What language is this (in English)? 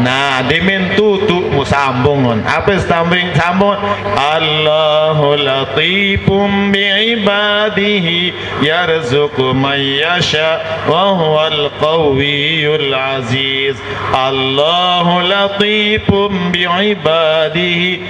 Sasak